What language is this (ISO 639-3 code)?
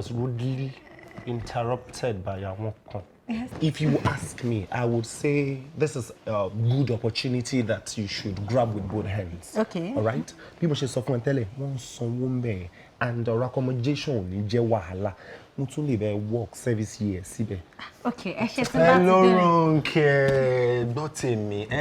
yor